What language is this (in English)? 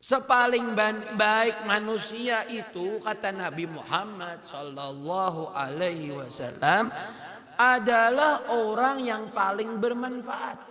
Banjar